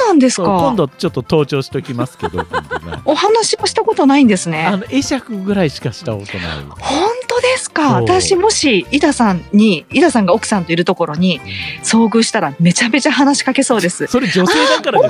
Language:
Japanese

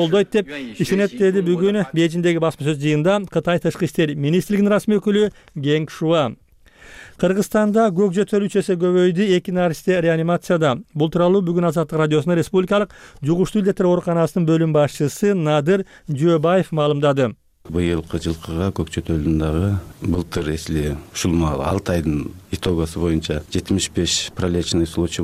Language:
Kyrgyz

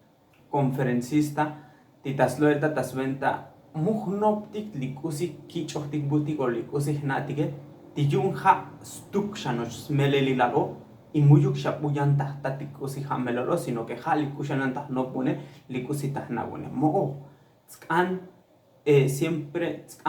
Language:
Tzotzil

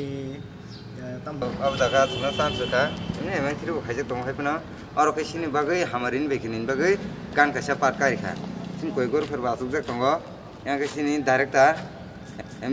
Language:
Kok Borok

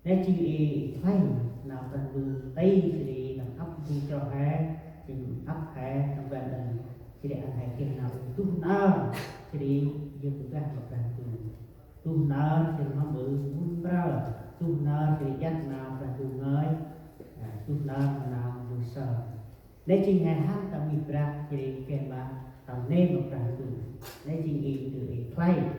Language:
Central Mnong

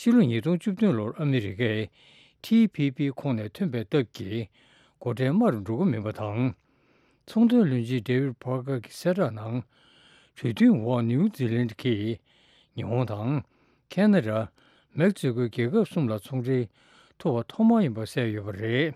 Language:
Tibetan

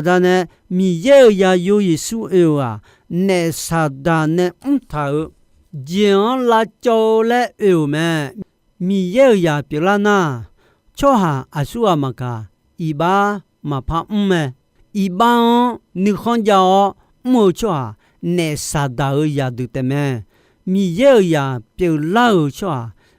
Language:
Akha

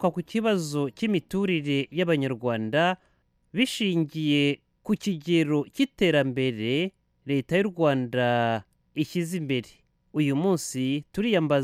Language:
Kinyarwanda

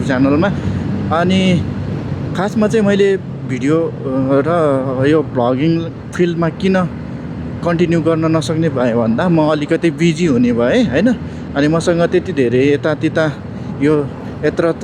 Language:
Nepali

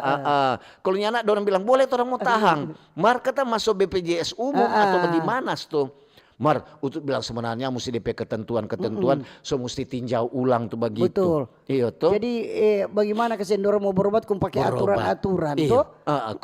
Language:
Manado Malay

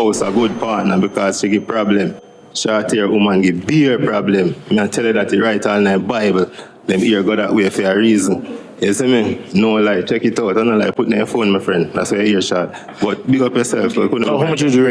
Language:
Jamaican Creole English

